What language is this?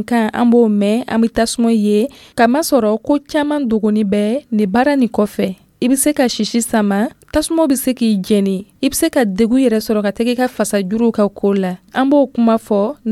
Dyula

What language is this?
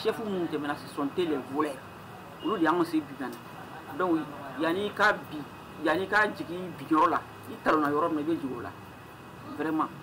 Bambara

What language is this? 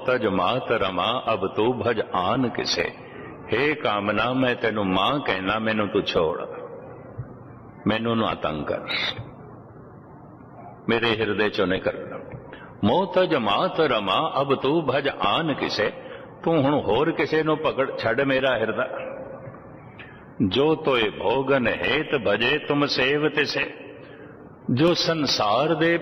Punjabi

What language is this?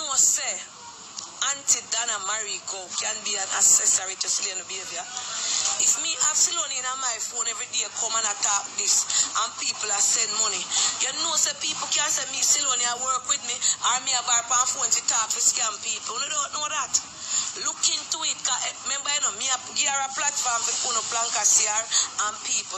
Jamaican Creole English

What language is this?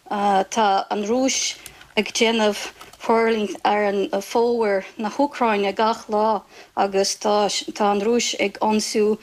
Irish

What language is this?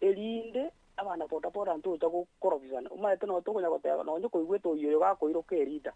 Gusii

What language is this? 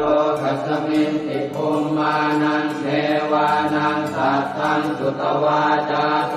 Pali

